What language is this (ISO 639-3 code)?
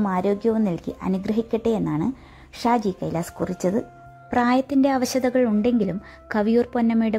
mal